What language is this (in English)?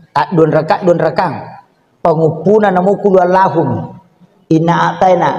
Buginese